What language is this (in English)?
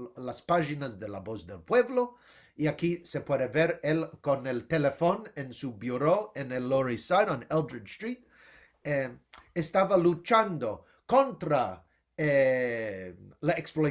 Ladino